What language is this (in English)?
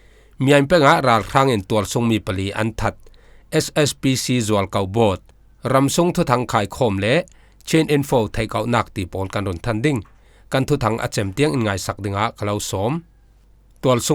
Falam Chin